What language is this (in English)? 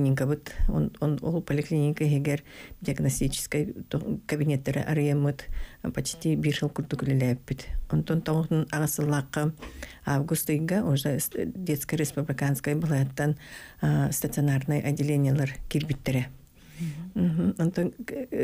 Yakut